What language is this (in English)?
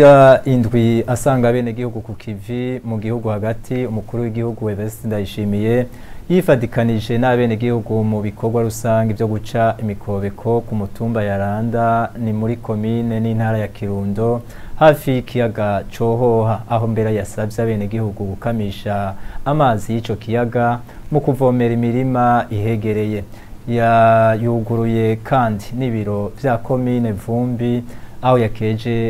Rundi